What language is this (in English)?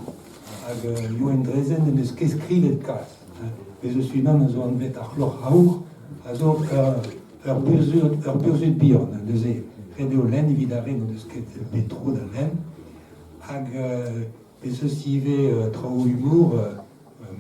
Breton